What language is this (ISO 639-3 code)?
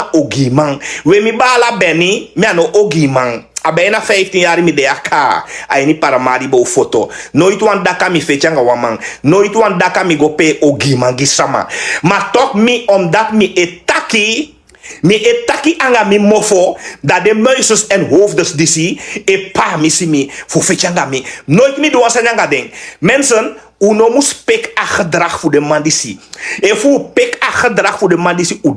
srn